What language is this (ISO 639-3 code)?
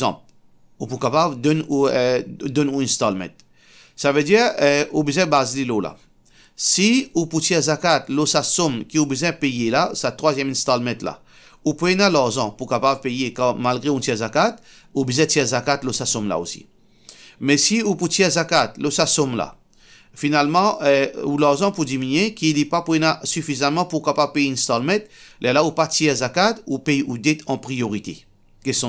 mfe